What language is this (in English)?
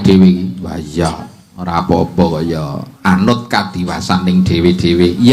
Javanese